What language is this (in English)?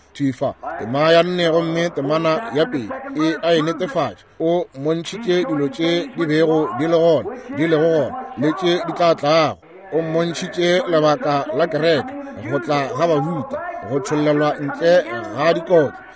Northern Sotho